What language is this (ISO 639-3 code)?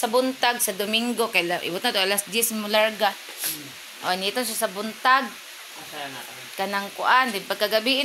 ceb